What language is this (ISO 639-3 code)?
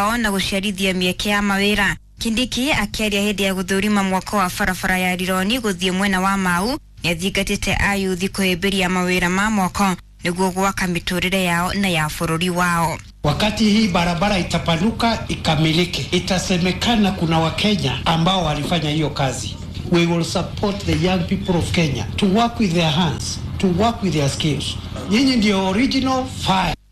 kik